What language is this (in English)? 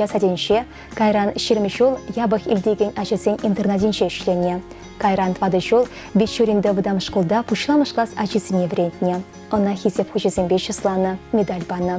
Chuvash